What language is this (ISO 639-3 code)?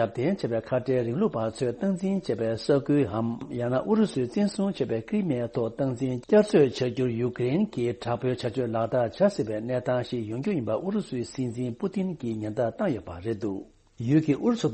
bod